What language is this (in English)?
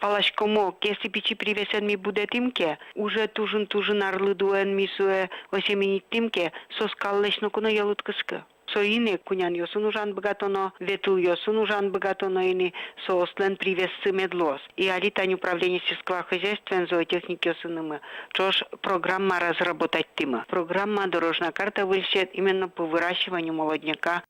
Udmurt